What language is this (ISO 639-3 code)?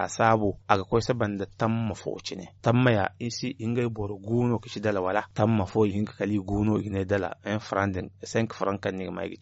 dje